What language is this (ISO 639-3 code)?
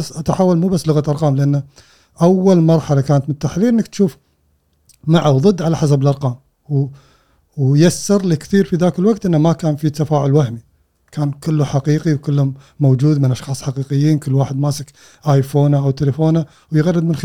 afb